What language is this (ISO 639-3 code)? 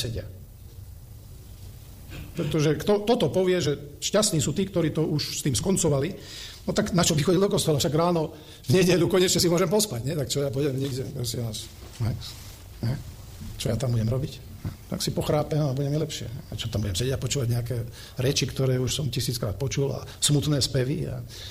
slk